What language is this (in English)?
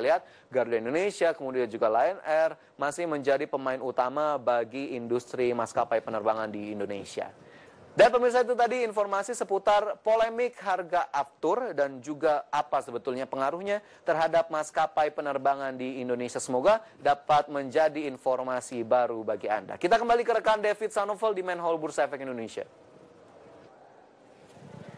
Indonesian